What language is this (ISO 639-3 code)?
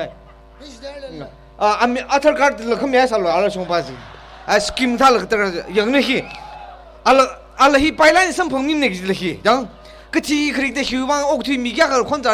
nmf